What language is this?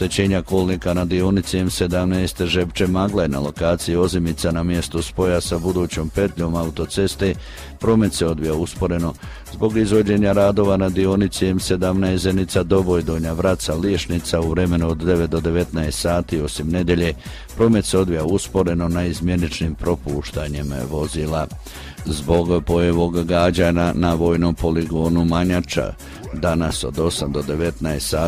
Croatian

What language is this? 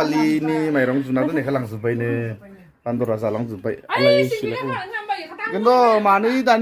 Bodo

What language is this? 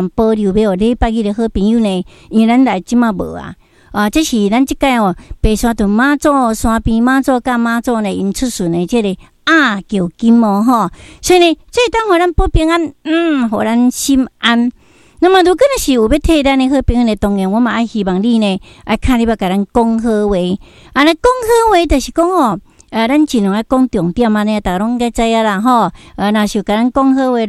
Min Nan Chinese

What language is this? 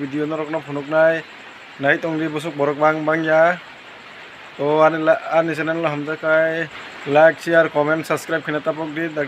Kok Borok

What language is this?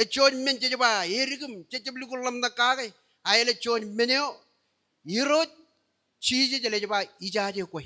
Marshallese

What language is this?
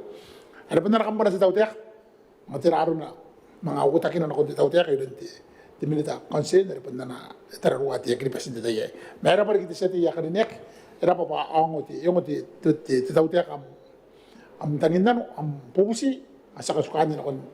Gilbertese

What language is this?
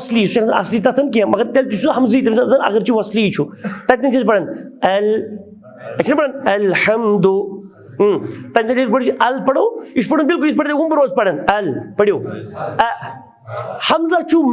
Kashmiri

